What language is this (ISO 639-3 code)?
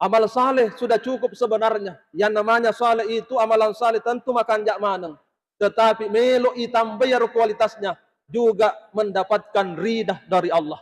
bug